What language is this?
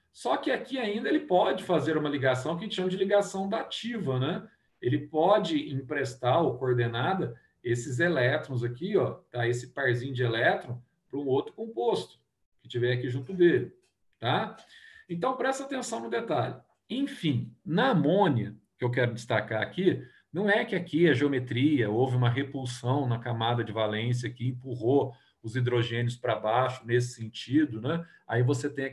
Portuguese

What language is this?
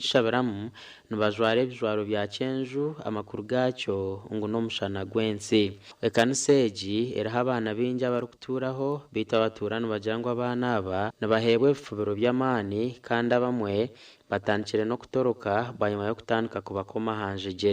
Nyankole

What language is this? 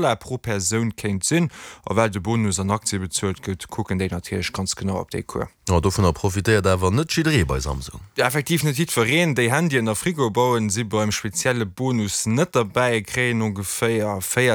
Luxembourgish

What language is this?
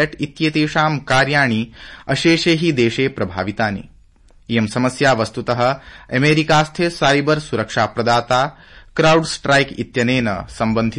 Sanskrit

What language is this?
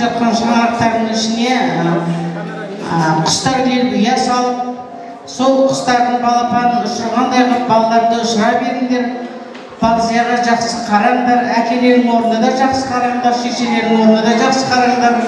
Kazakh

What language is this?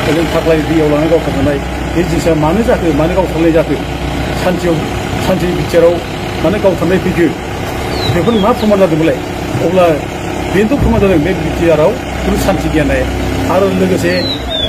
Bodo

